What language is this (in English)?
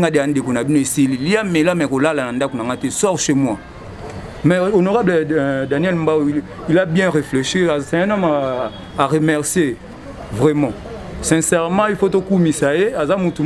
Lingala